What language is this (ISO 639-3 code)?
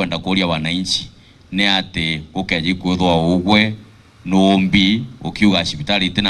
mer